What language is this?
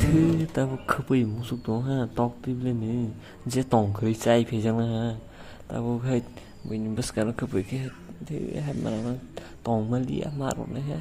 Kok Borok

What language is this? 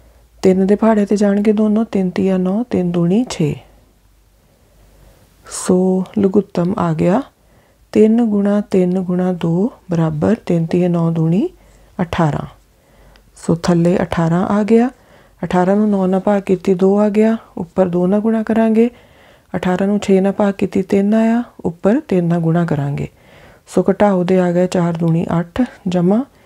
Punjabi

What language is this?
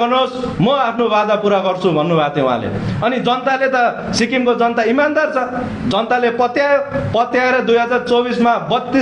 Nepali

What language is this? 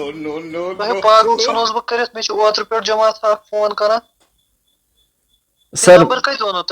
Kashmiri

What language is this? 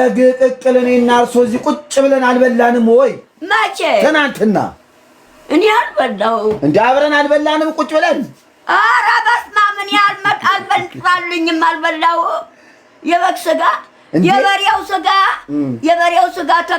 Amharic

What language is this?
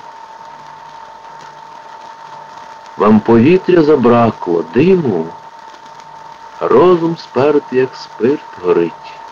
Ukrainian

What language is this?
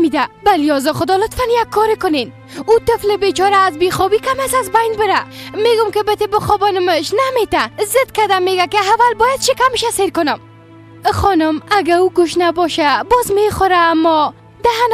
Persian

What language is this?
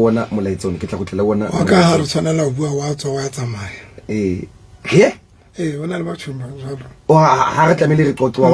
Southern Sotho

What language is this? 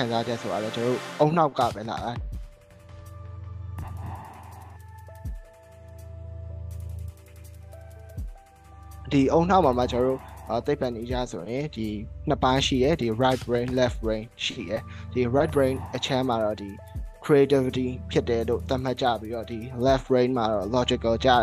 Burmese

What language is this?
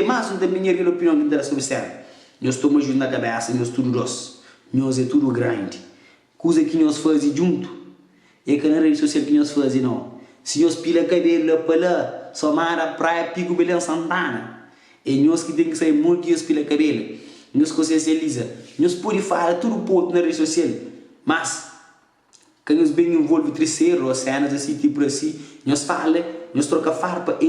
Kabuverdianu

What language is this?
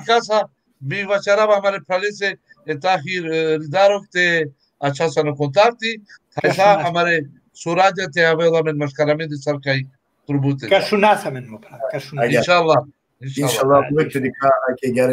Balkan Romani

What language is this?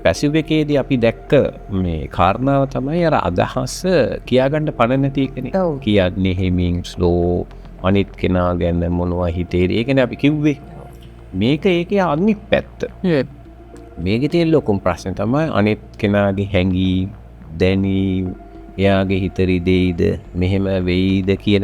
Sinhala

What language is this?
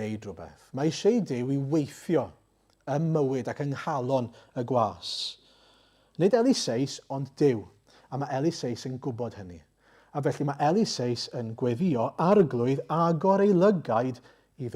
Welsh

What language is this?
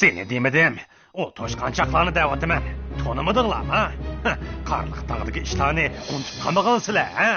Uyghur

